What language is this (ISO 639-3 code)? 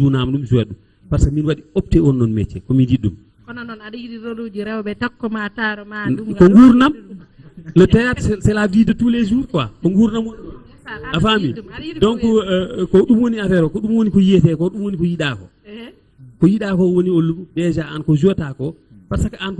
ful